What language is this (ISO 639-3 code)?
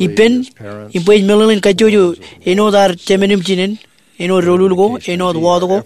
mah